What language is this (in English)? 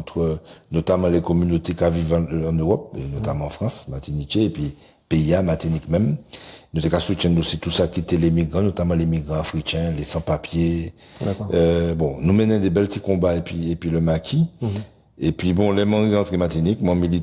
Guadeloupean Creole French